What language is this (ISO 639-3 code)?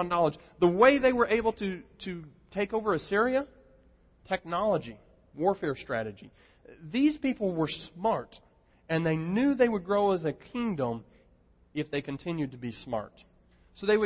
eng